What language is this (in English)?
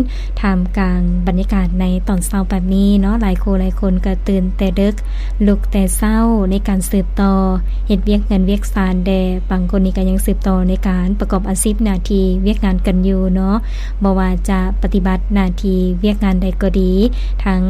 Lao